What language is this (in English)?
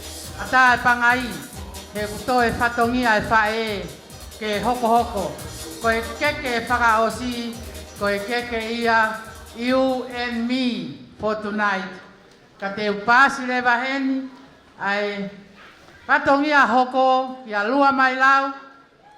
Tongan